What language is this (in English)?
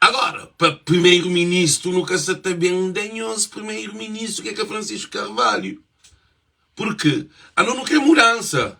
Kabuverdianu